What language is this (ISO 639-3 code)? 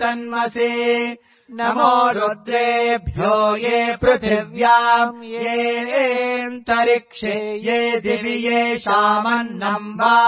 san